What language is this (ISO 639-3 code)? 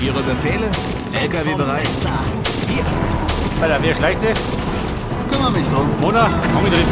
bar